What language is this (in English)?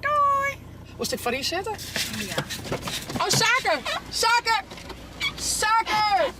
Western Frisian